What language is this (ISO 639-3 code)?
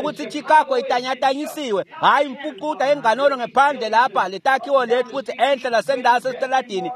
ssw